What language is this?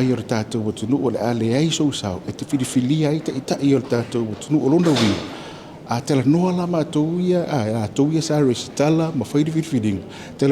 Samoan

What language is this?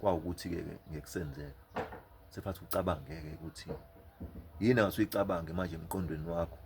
Zulu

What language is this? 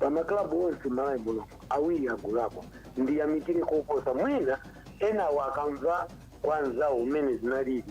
Nyanja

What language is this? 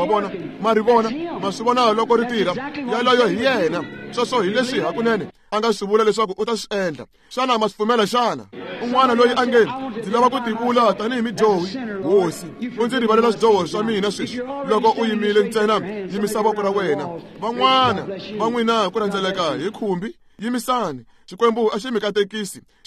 Tsonga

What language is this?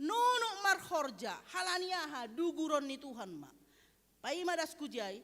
Batak Simalungun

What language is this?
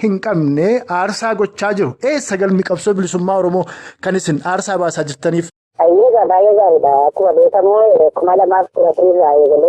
Oromo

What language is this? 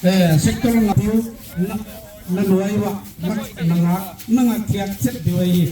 Tedim Chin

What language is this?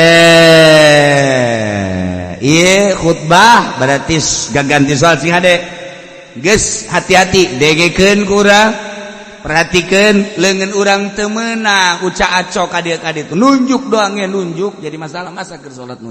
Sundanese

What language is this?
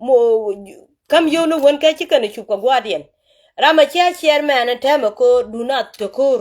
Nuer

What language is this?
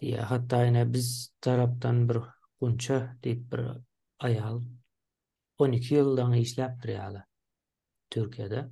Turkmen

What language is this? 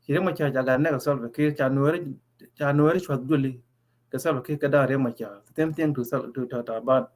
Nuer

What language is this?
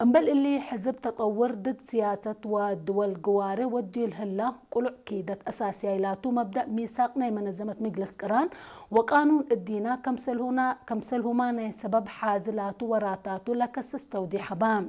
Tigre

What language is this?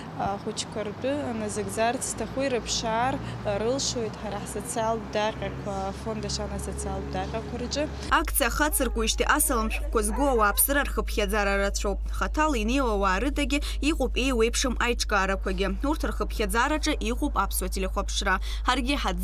Abkhazian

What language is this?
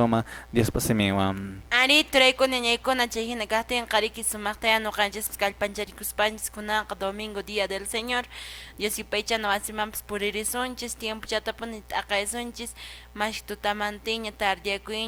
Quechua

